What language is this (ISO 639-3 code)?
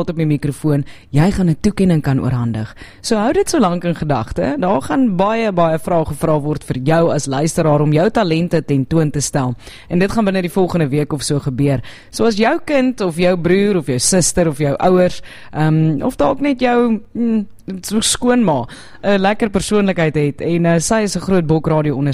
afr